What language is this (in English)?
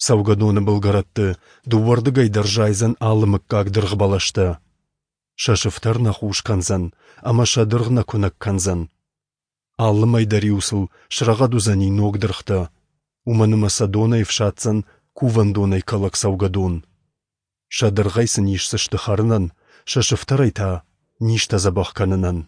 Ossetic